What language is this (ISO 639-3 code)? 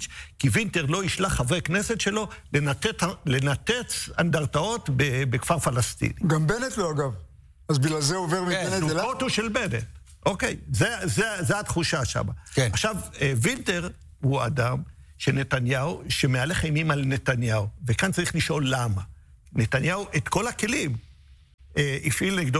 heb